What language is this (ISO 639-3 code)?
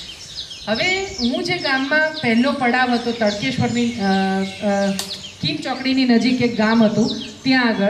guj